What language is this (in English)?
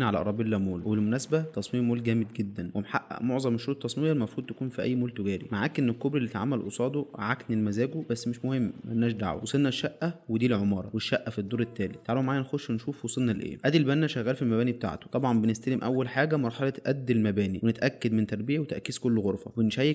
Egyptian Arabic